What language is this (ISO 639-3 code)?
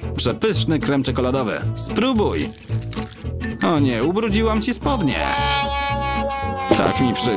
pol